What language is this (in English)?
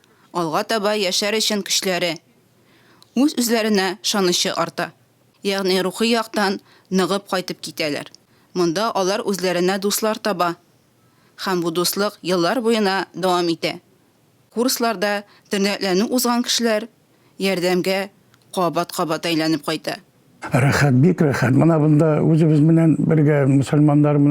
Tatar